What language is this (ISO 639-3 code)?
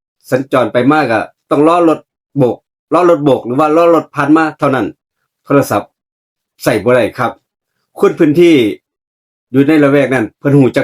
tts